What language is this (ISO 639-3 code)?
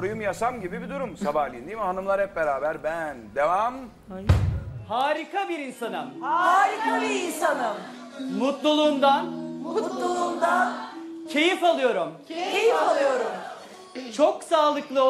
tur